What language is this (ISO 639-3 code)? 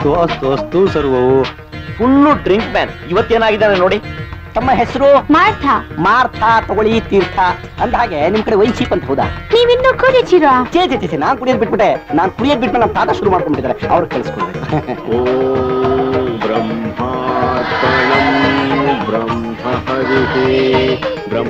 kan